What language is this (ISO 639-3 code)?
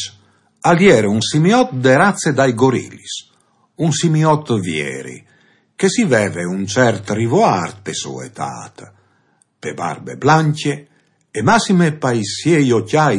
fur